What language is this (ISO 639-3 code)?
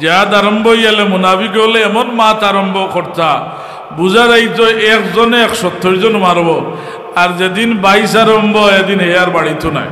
syl